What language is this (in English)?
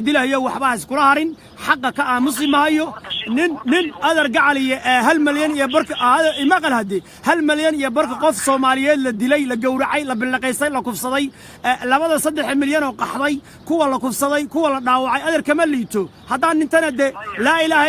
Somali